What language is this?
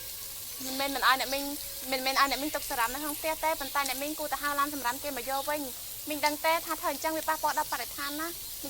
Khmer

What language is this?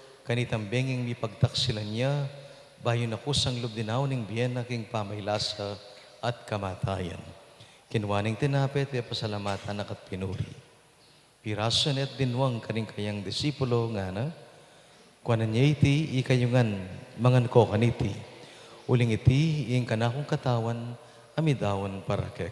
Pampanga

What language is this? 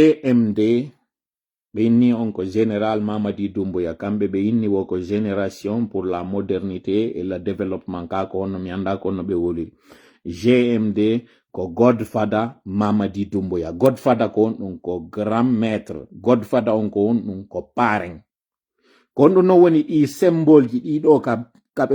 Pular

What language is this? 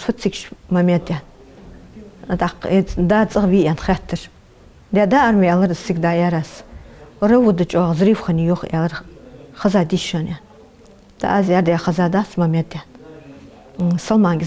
Ingush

